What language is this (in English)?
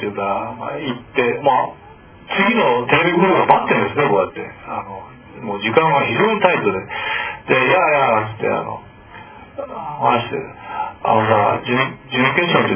Japanese